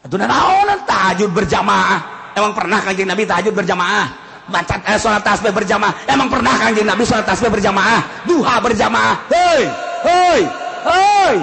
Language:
Sundanese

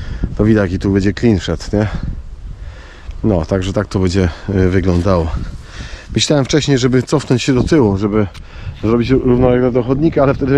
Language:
Polish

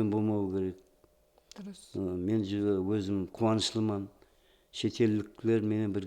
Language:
Kara-Kalpak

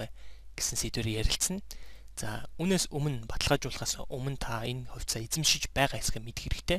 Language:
Mongolian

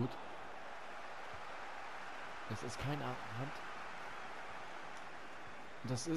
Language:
German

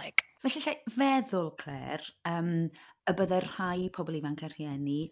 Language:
Welsh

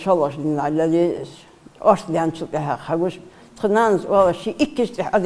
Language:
Ingush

